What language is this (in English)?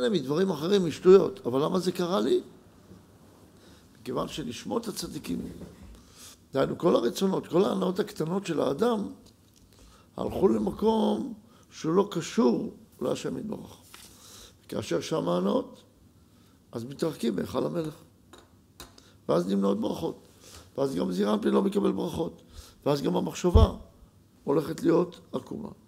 Hebrew